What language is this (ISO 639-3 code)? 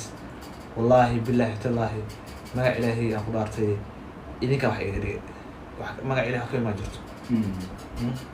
som